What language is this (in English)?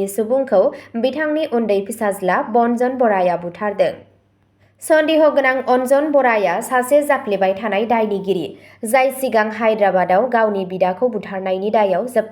Bodo